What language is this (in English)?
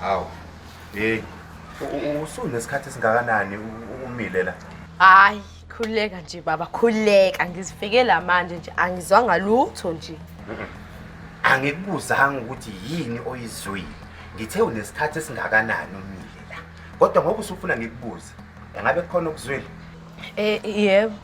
Zulu